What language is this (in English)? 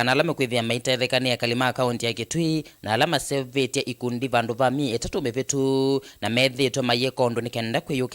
Kamba